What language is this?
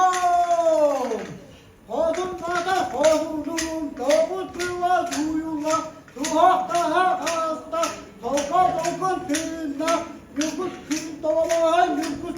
Yakut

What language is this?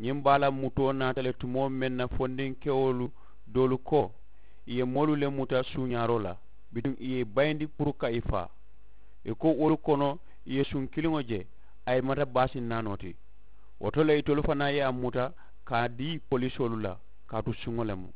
Mandingo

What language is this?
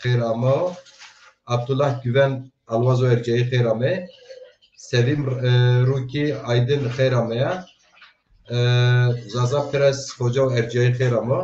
Zaza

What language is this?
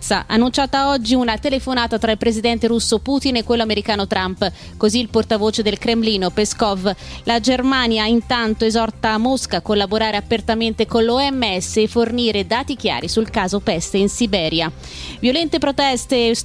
Italian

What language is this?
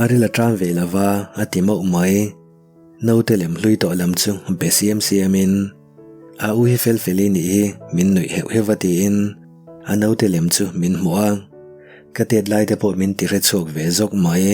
Mizo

